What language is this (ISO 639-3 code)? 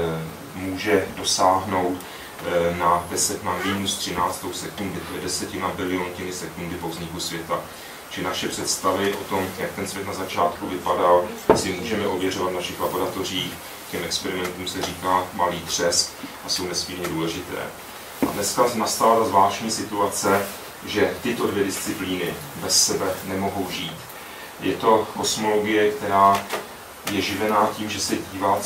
ces